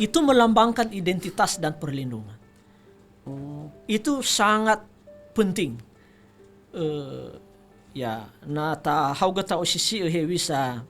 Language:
Nias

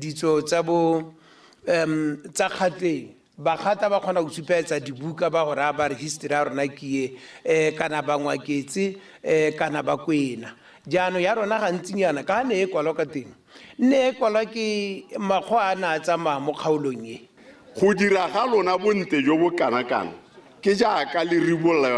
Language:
Tswana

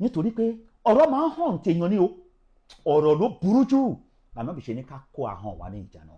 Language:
Yoruba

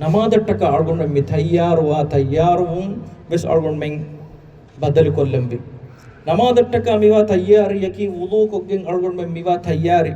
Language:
Divehi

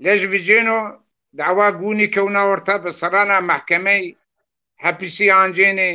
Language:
Zaza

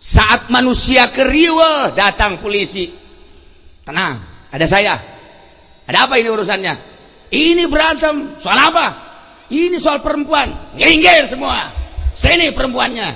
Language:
Sundanese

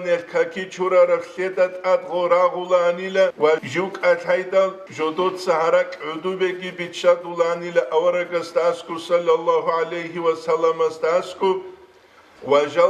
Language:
Avaric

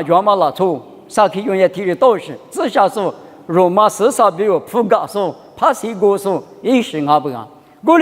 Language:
Lisu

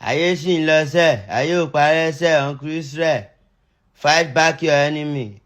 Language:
Nigerian Pidgin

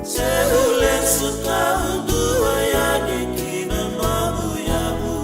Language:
Fijian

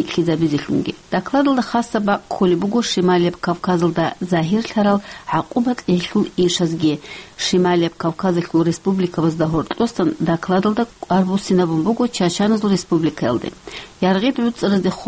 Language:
Avaric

